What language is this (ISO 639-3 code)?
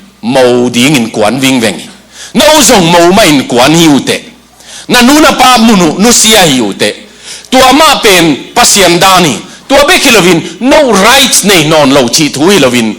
ctd